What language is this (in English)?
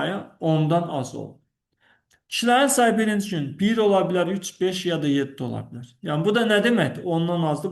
Azerbaijani